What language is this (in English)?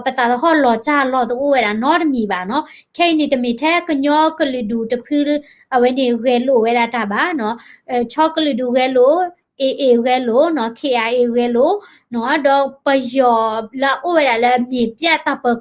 S'gaw Karen